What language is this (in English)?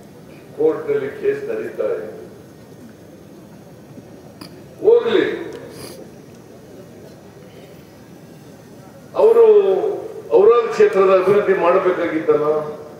Kannada